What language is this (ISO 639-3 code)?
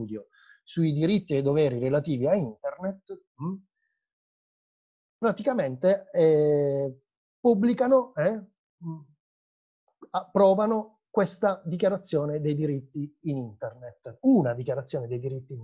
ita